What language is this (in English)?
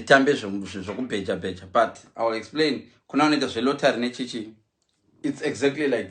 Shona